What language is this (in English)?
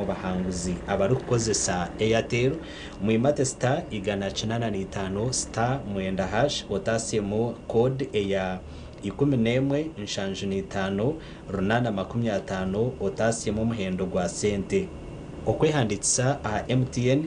Nyankole